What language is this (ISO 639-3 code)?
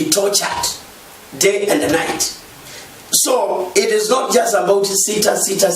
kam